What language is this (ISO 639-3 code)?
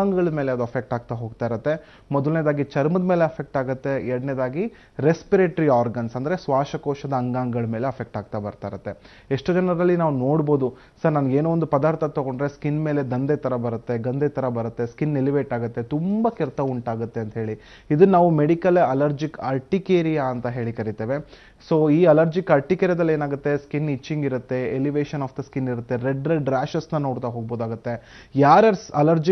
kan